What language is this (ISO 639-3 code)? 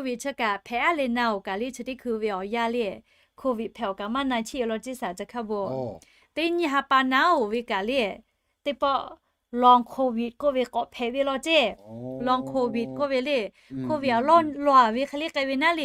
lhu